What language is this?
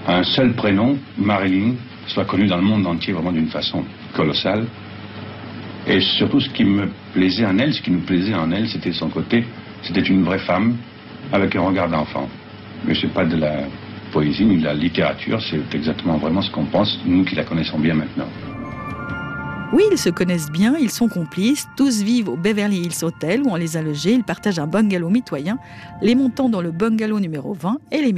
French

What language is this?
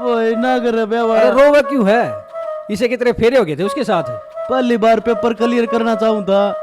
Haryanvi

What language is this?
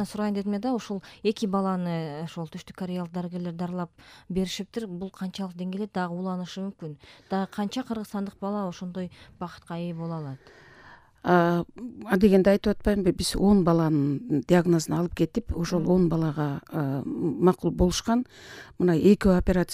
Kyrgyz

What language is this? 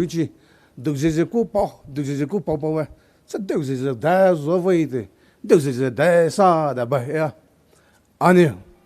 Poumei Naga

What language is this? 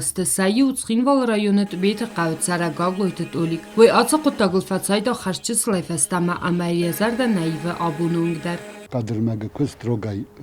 Ossetic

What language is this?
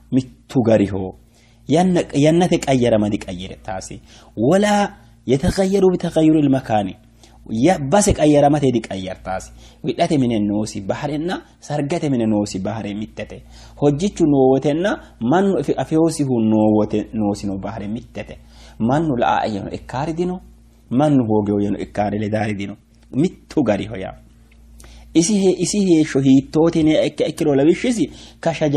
Sidamo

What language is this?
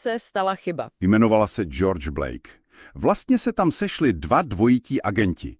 Czech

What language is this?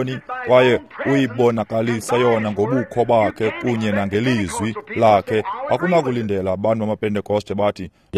Xhosa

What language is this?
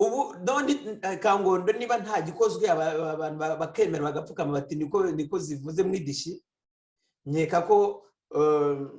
Kinyarwanda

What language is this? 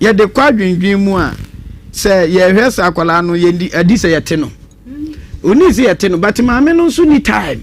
Akan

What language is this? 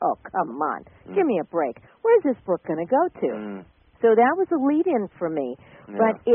English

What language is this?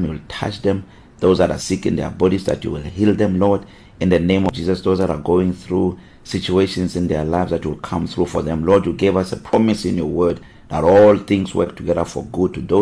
English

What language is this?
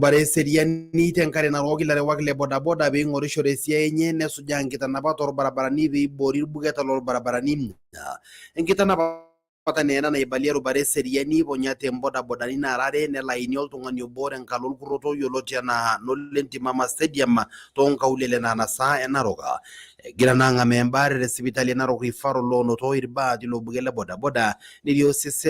Masai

